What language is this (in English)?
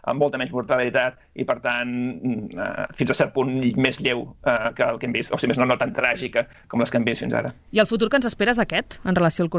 Catalan